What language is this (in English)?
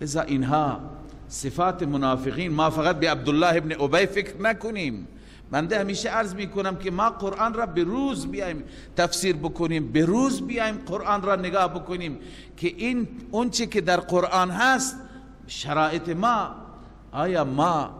Persian